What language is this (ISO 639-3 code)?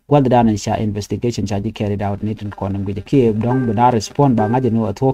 nus